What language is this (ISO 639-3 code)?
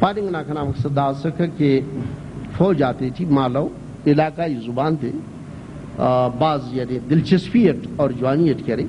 brh